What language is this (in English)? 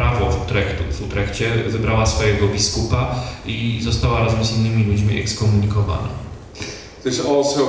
Polish